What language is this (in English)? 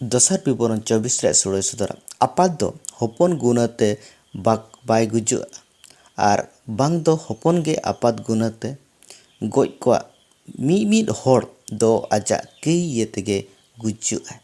Santali